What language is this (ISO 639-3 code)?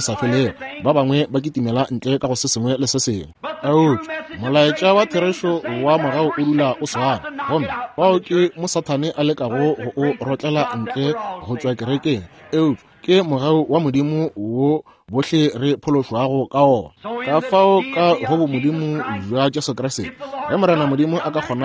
nso